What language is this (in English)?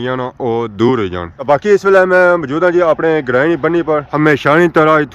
Pahari-Potwari